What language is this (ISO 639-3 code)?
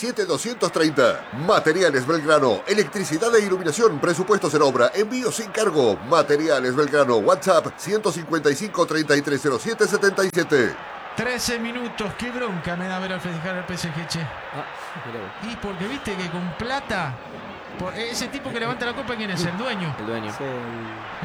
spa